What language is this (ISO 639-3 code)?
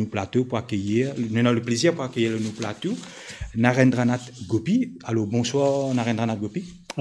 mfe